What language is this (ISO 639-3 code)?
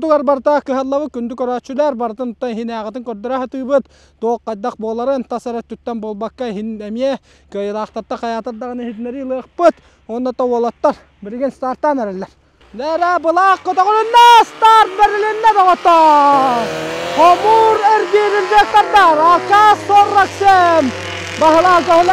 sah